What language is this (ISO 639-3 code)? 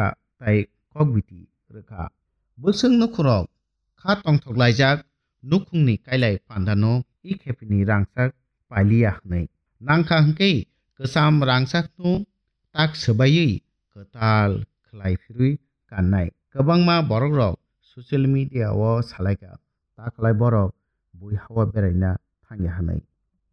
trp